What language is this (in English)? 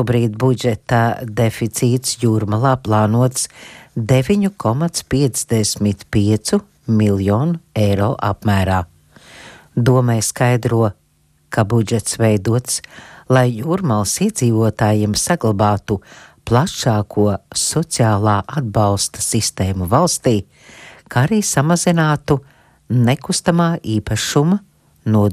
Latvian